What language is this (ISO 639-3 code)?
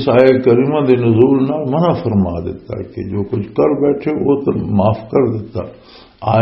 lah